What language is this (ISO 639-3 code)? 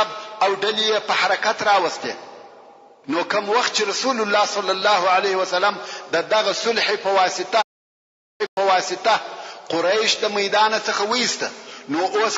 pus